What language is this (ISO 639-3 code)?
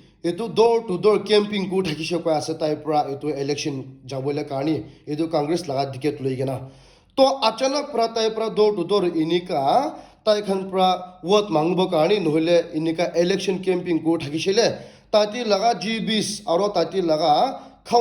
nag